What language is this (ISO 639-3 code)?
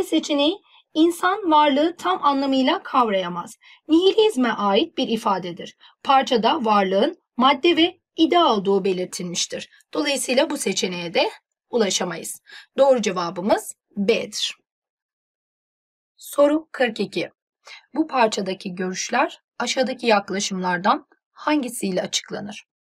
tur